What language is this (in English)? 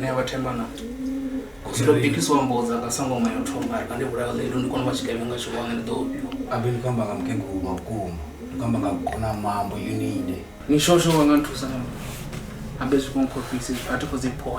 Venda